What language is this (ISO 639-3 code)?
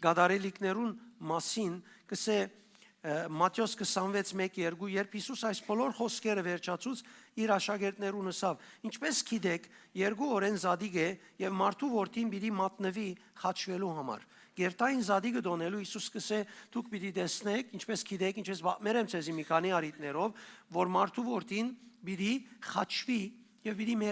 hyw